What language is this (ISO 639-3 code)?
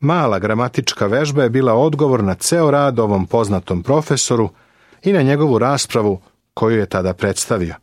srp